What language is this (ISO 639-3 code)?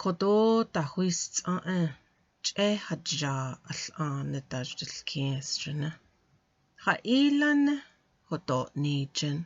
nav